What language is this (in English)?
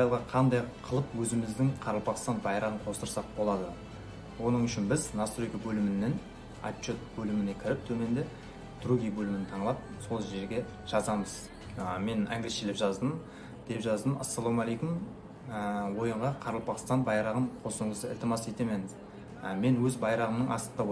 Kara-Kalpak